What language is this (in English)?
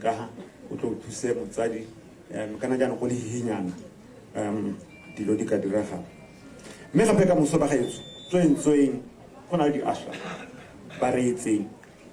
Tswana